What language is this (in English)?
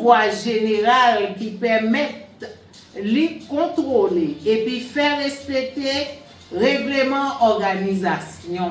Haitian Creole